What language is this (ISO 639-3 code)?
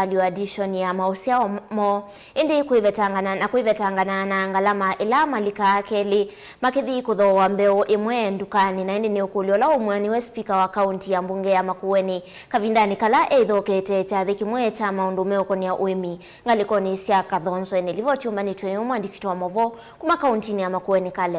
kam